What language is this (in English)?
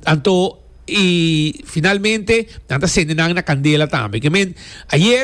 Papiamento